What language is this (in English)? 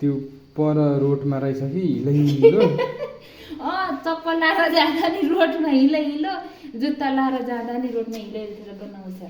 Nepali